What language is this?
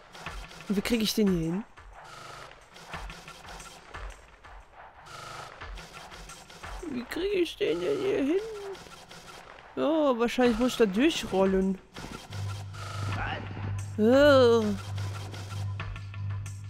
German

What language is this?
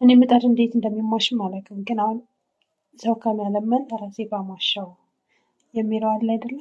Amharic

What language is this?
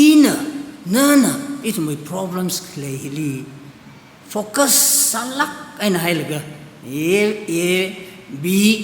Tangkhul Naga (India)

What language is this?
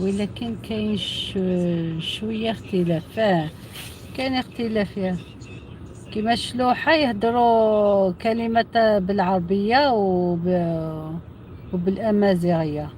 Algerian Arabic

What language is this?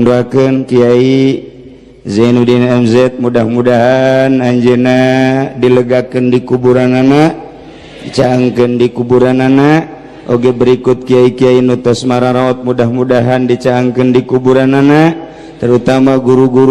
Sundanese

